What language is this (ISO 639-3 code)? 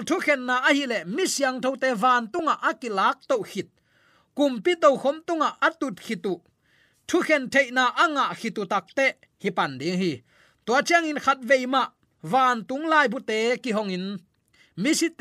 ctd